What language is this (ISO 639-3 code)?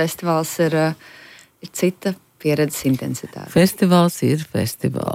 lav